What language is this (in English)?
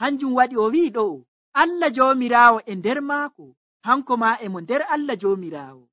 Nigerian Fulfulde